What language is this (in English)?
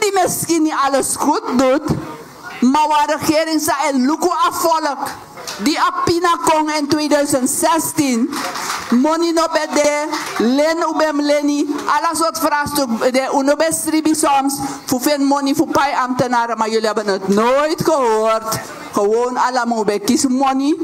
Sranan Tongo